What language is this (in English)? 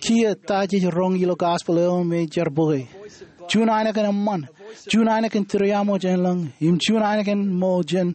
Marshallese